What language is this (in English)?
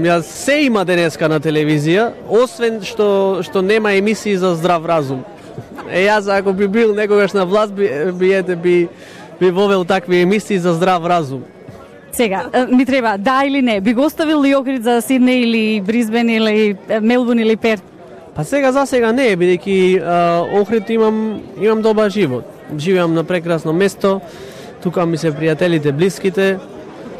Macedonian